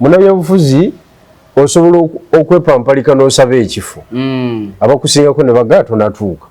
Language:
Ganda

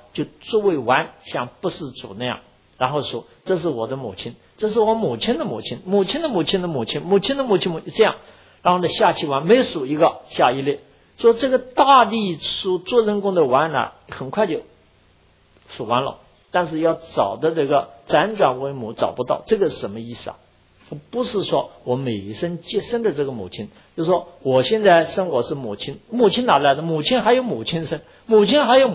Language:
Chinese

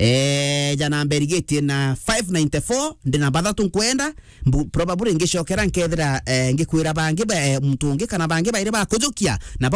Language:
Meru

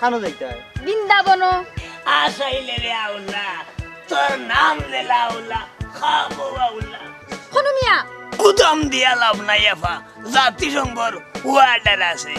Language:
Sylheti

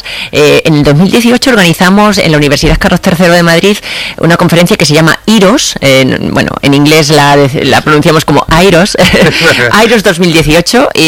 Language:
Spanish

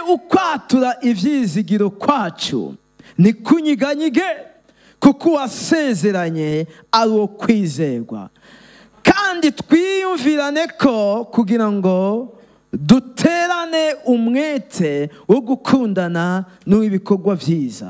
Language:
Rundi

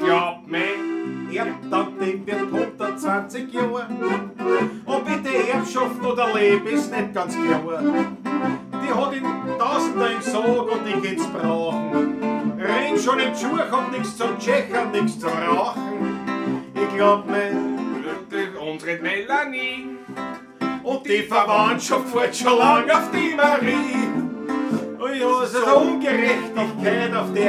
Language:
Bavarian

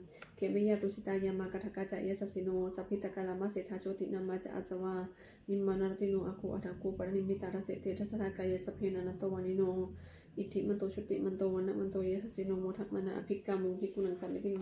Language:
Pali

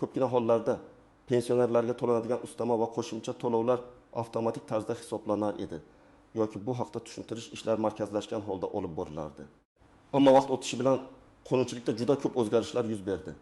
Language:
Uzbek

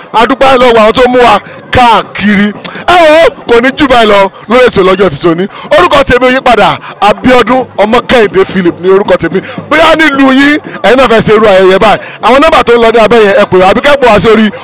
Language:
Yoruba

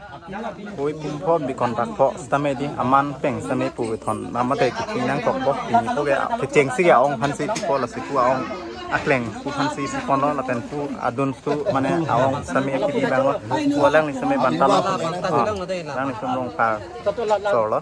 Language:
Karbi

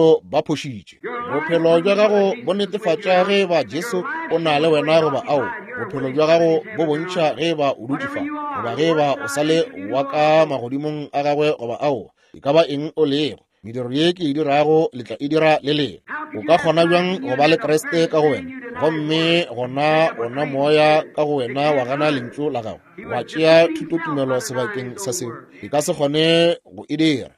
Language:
Northern Sotho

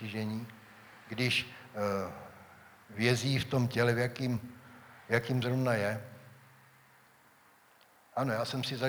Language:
Czech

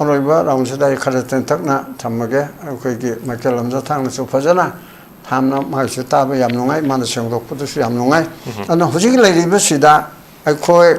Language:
Manipuri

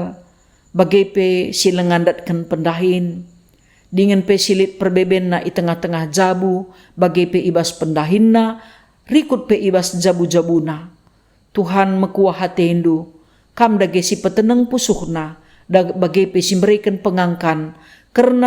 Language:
Batak Karo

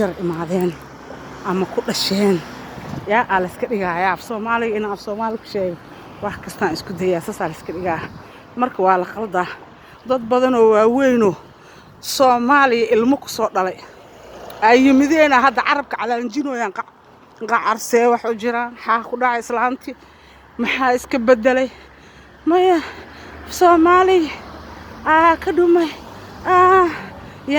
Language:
Somali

